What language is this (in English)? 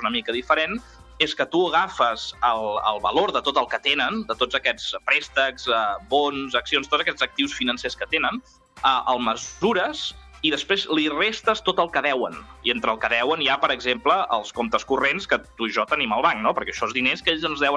Catalan